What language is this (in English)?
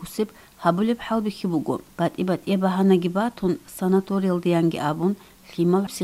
Avaric